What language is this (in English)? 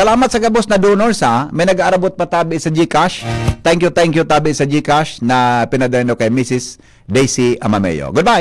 Bikol